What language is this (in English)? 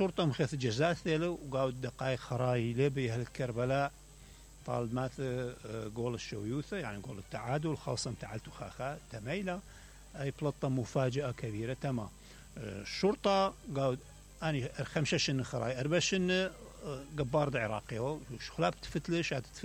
Mesopotamian Arabic